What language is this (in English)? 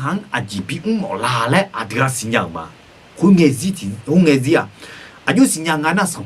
Akha